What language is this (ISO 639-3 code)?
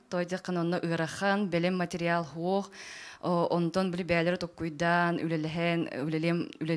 sah